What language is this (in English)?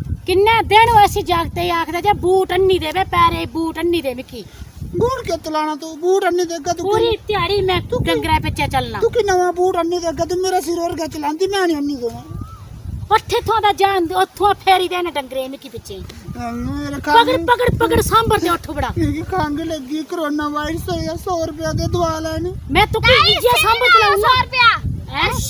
Dogri